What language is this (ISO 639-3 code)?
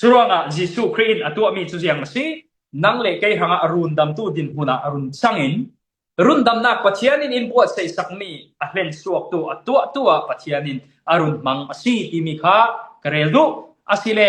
cfm